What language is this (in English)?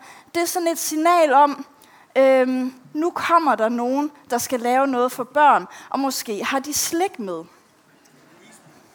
Danish